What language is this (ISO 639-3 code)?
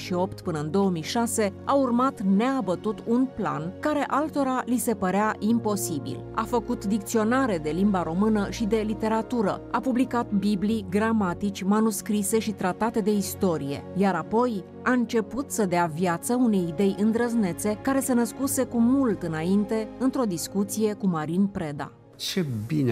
ron